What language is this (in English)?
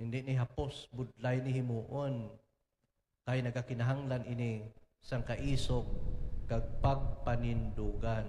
Hiligaynon